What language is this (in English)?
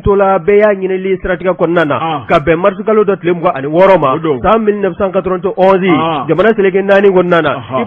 Bambara